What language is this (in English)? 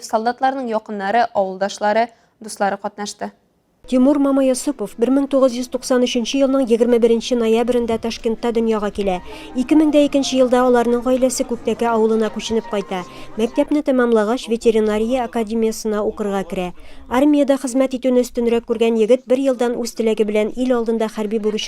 Tatar